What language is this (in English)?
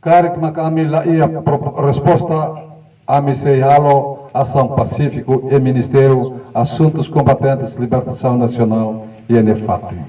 Tetum